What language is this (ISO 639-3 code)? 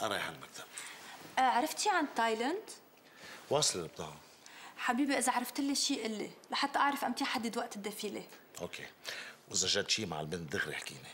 apc